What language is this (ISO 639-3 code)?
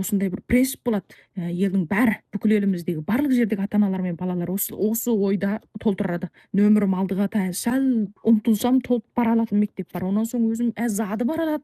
kaz